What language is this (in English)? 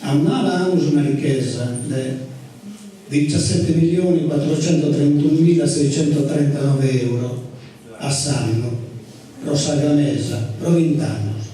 Sardinian